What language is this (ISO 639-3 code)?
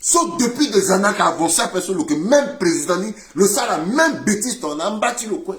sag